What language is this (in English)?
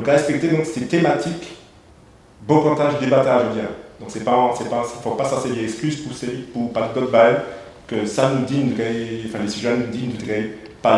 Guadeloupean Creole French